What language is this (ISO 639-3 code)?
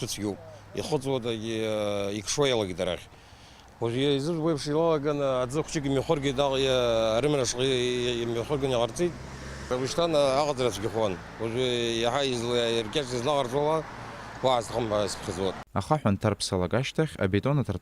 abk